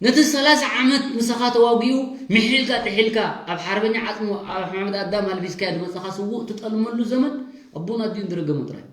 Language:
Tigrinya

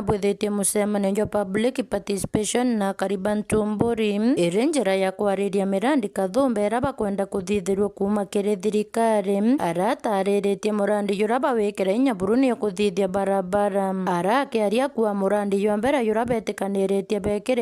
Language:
Meru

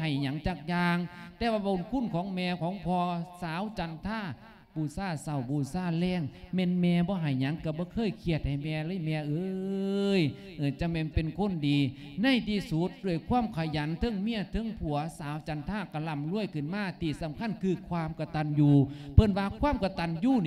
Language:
Lao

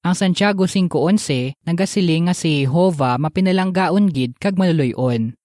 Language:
Hiligaynon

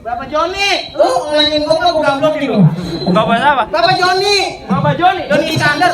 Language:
Betawi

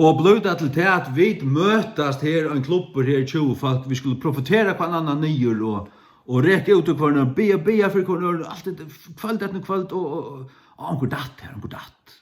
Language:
Faroese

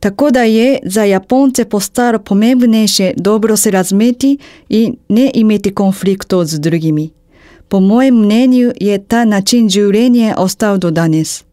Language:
Slovenian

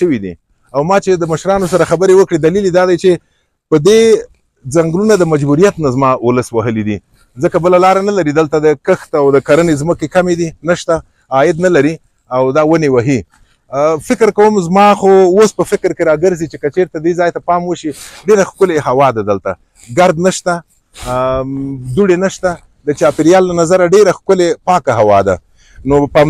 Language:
Pashto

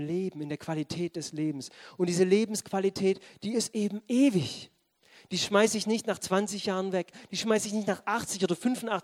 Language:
German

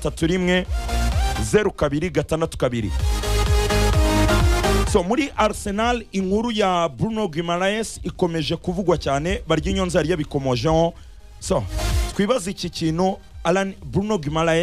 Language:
Kinyarwanda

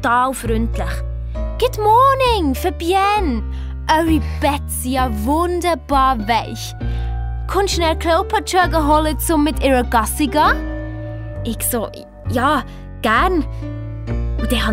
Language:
Swiss German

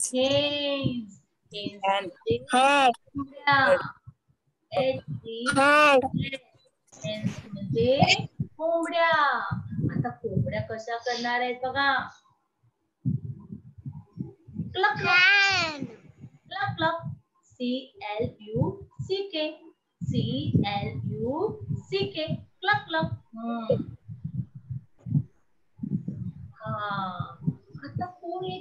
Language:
Marathi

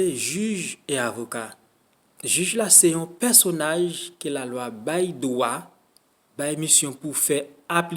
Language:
Haitian Creole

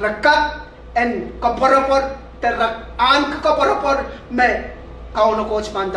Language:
Pohnpeian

